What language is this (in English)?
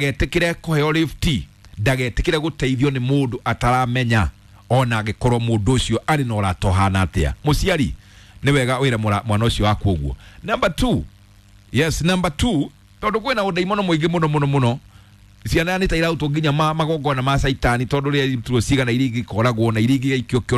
Kikuyu